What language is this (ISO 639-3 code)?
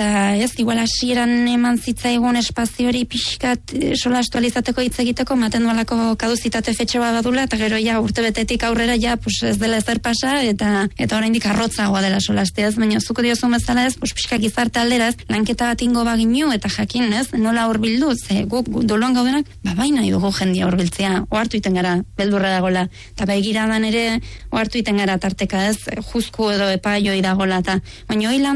eus